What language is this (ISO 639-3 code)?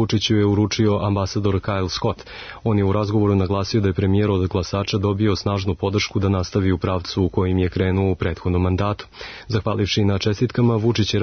srp